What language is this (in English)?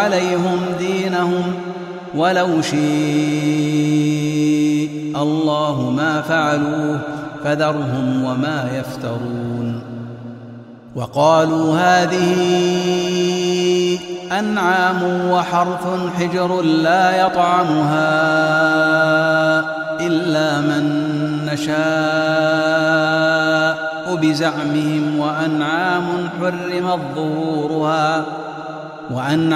Arabic